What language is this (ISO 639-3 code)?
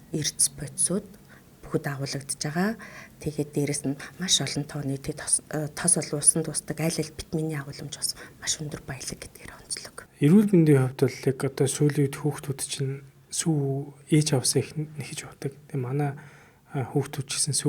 mon